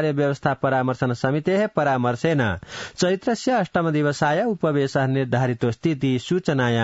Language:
Sanskrit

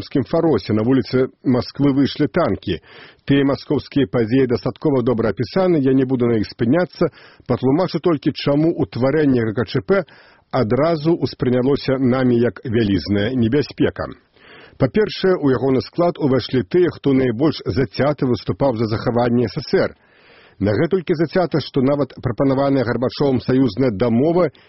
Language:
Belarusian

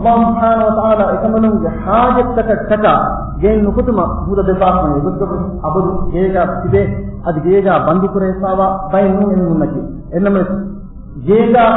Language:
Divehi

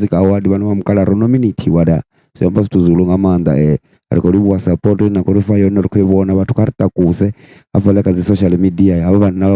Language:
Venda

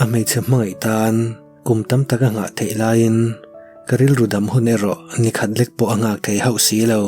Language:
Mizo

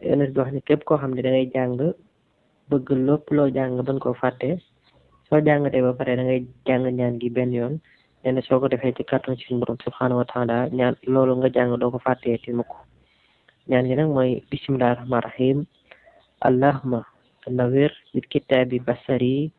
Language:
Wolof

